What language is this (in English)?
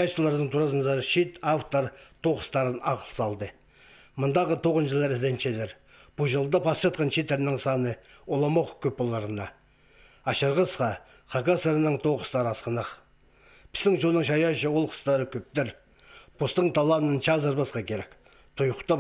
Khakas